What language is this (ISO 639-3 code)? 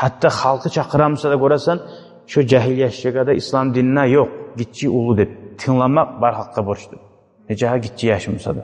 kum